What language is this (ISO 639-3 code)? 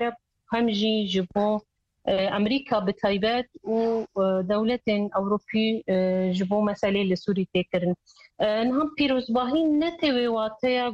kur